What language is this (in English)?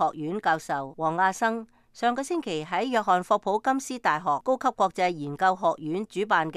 Cantonese